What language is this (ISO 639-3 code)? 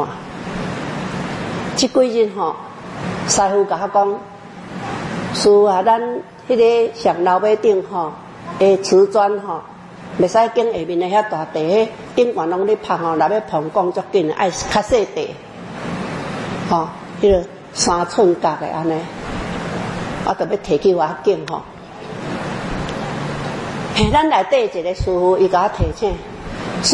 nan